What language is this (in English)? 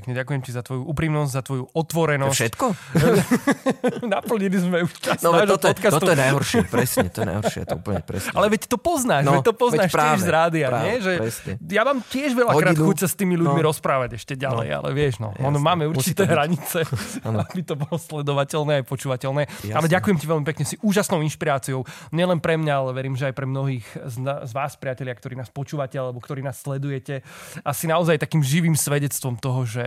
Slovak